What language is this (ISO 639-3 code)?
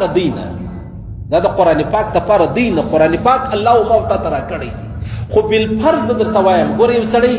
pus